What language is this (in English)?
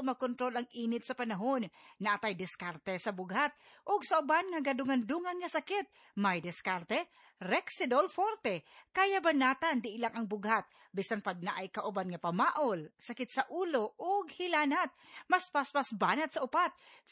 Cebuano